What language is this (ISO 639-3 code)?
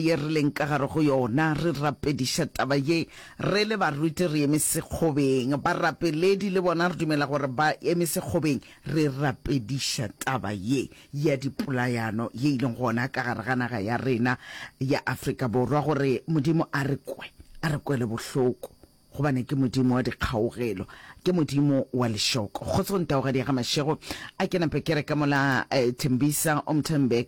nso